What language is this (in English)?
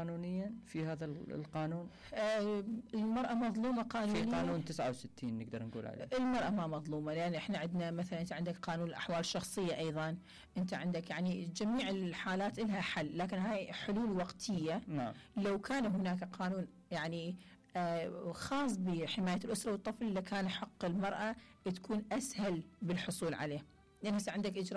Mesopotamian Arabic